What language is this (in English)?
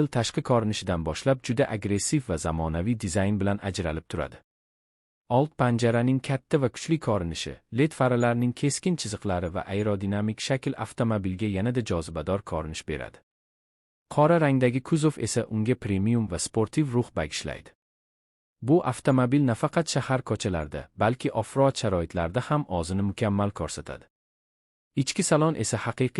Uzbek